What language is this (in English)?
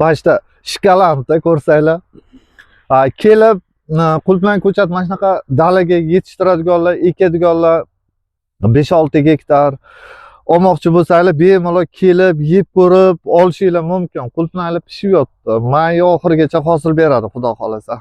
Uzbek